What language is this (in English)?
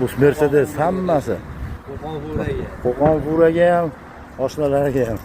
Uzbek